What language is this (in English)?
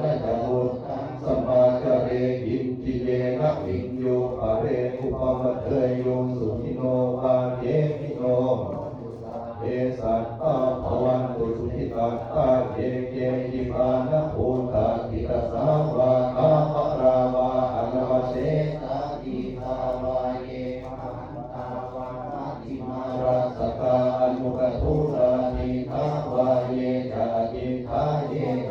Pali